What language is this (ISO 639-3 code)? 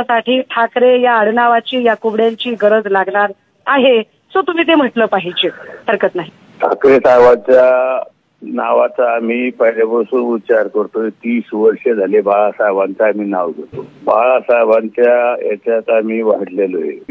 mar